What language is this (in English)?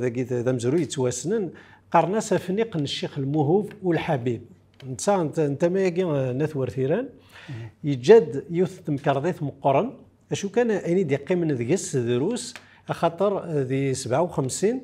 Kabyle